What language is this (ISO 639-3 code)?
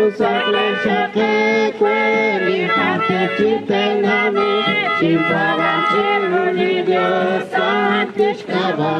kek